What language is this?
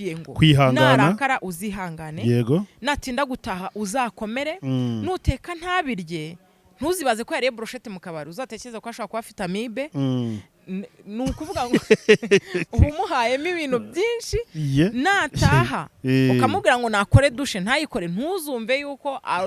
Kinyarwanda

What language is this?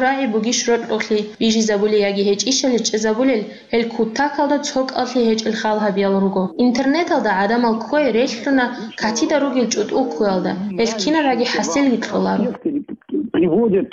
Avaric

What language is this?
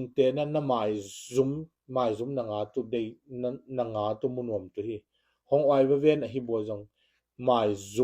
Tedim Chin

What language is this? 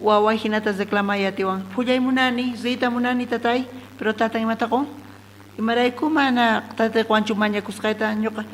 South Bolivian Quechua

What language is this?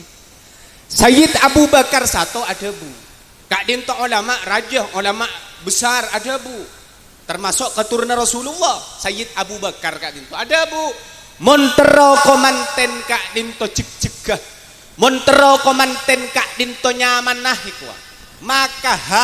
Madurese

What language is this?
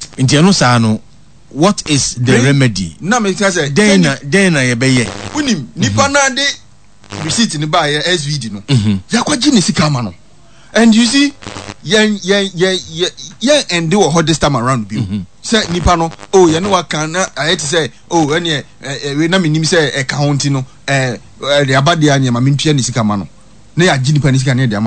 Akan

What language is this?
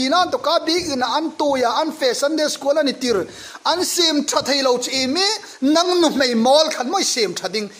Hmar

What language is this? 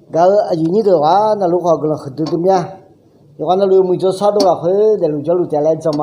Akha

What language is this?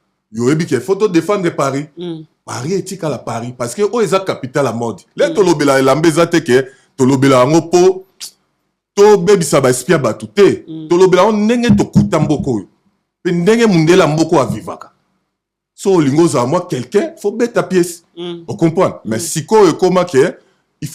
Lingala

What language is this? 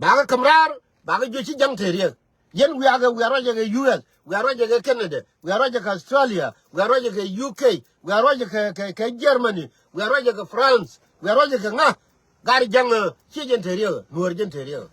Nuer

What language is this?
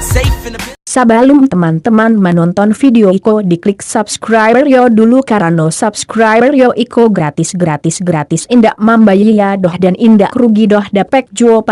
Minangkabau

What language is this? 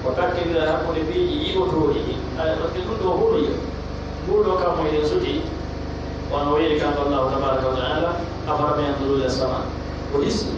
Pular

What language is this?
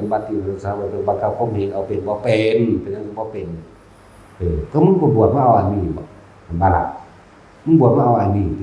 Northeastern Thai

